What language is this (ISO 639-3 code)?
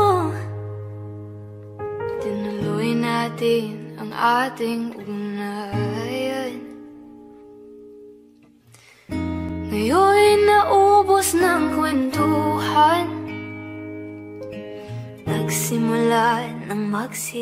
fil